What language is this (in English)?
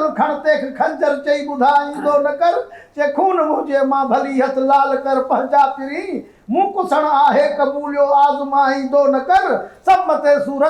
Sindhi